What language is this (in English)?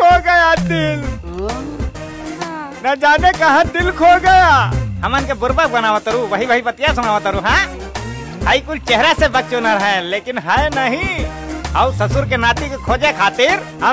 Bhojpuri